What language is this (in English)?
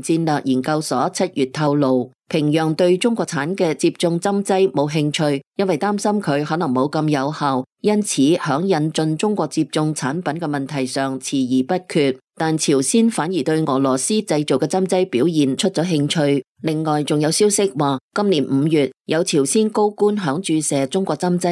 Cantonese